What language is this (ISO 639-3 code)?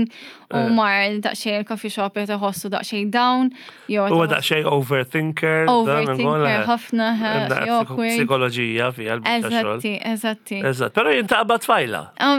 mlt